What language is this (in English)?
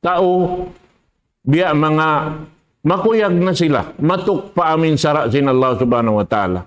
Tausug